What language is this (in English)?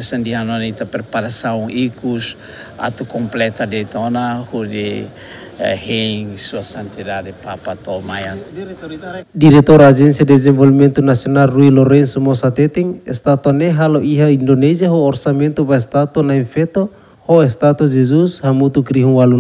Tetum